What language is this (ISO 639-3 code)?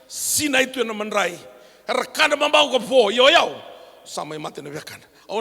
fij